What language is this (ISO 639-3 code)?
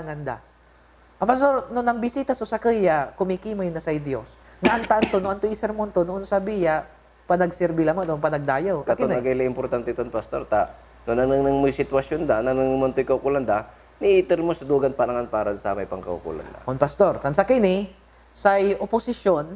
pag